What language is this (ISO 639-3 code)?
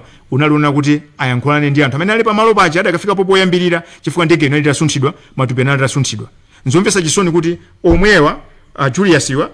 nya